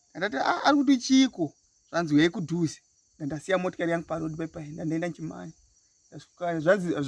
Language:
Shona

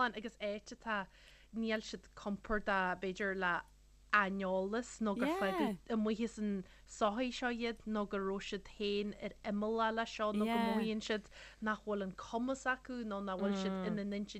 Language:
Irish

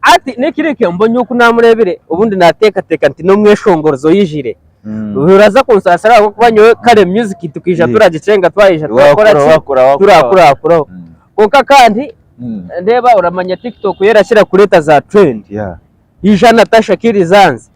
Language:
Nyankole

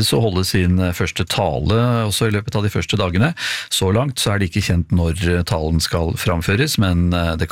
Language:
Norwegian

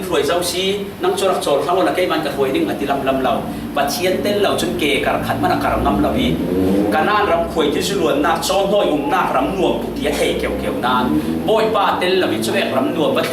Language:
Falam Chin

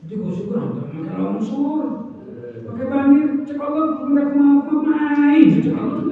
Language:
Sundanese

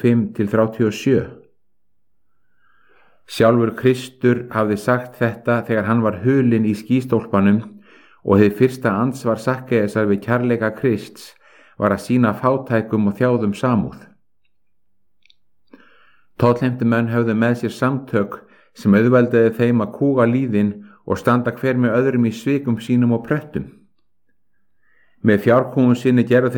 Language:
Icelandic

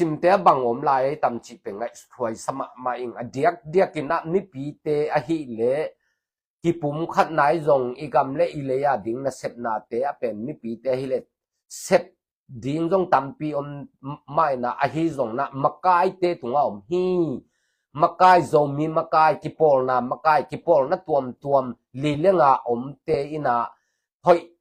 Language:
Tedim Chin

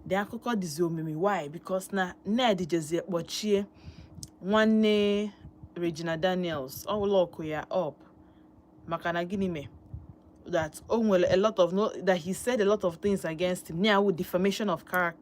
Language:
Igbo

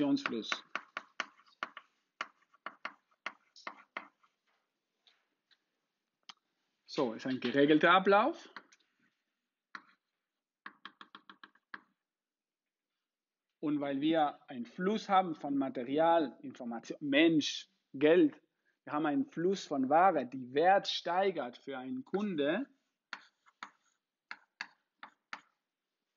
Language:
German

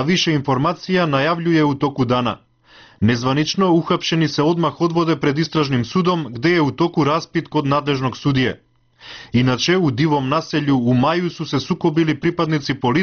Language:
Serbian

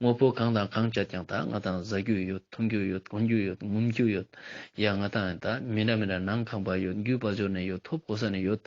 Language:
Ladakhi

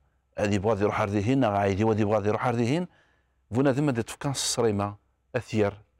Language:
Kabyle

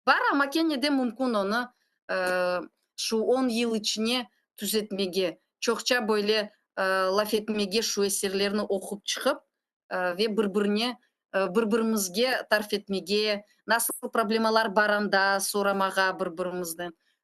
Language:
Crimean Tatar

